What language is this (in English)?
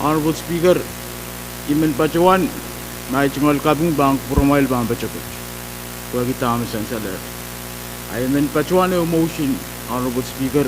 Pohnpeian